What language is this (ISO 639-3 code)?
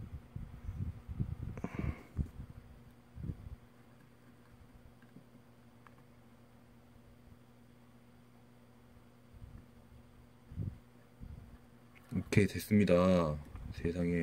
kor